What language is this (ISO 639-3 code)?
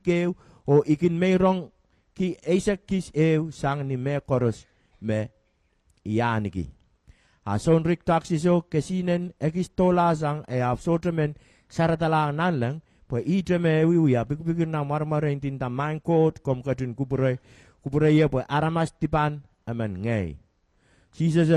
pon